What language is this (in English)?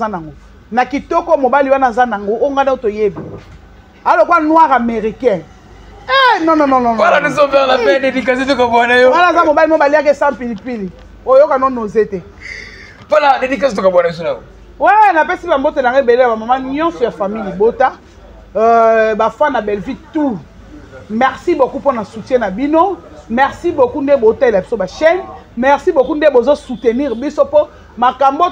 Lingala